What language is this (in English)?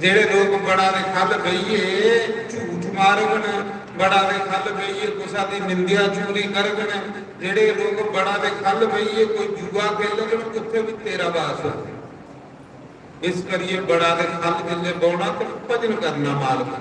Dogri